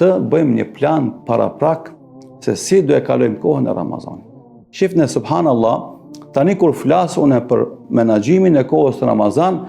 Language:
Albanian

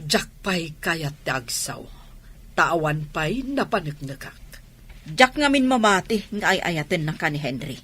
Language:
Iloko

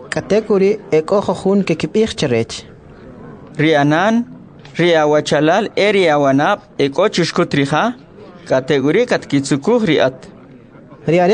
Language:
Kʼicheʼ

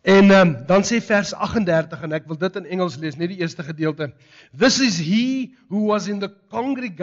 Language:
Afrikaans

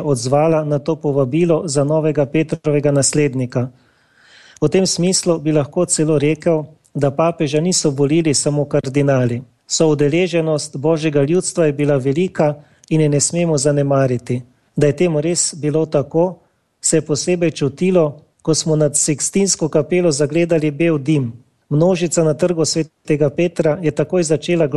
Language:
Slovenian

